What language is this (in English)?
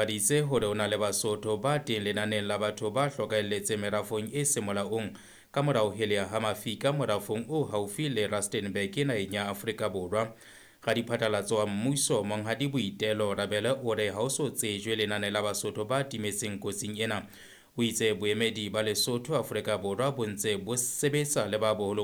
Southern Sotho